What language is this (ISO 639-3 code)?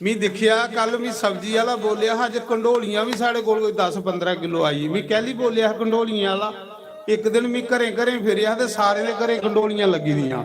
doi